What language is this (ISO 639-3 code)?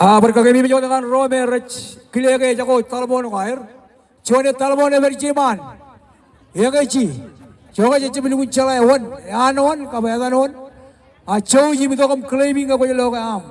mah